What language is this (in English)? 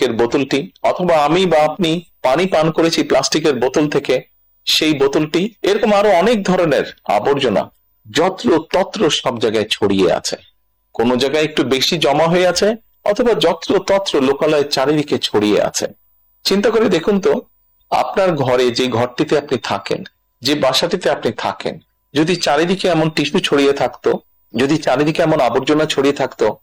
Bangla